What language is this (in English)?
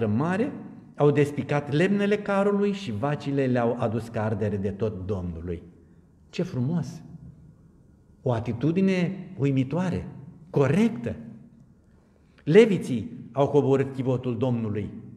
Romanian